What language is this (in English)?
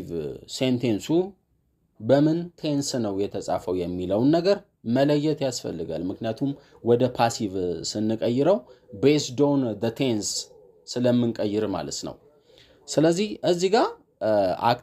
Amharic